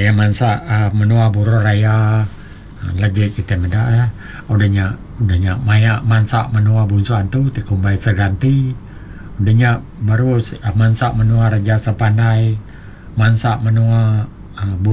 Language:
Iban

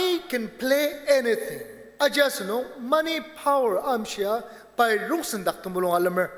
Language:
Ao Naga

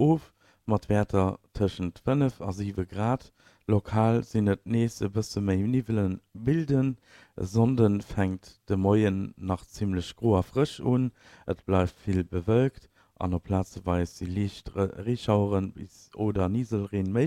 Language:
Luxembourgish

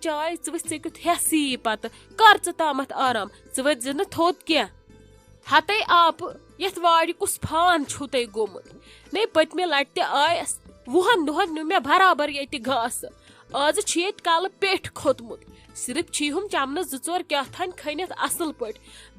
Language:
Kashmiri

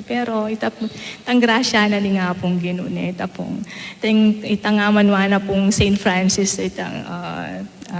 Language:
Pampanga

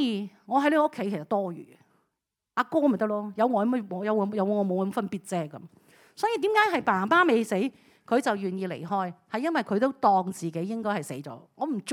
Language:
Cantonese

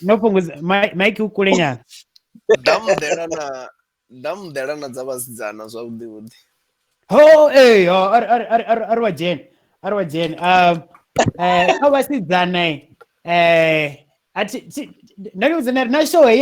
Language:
Venda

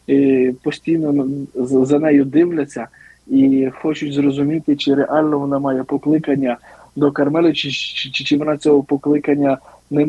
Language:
Ukrainian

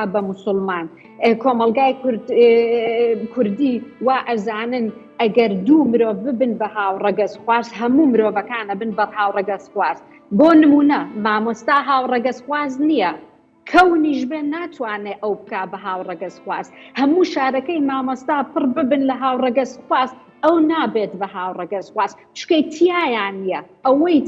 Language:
Central Kurdish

